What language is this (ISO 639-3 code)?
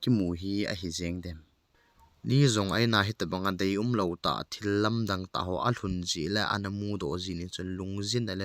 tcz